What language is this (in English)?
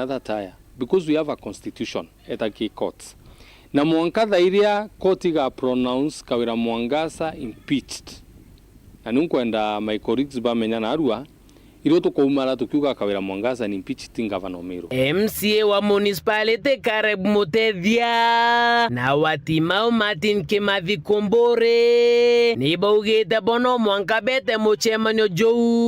Meru